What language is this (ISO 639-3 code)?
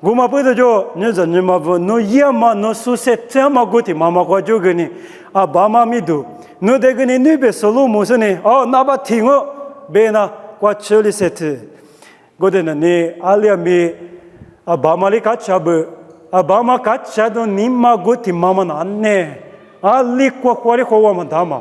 lis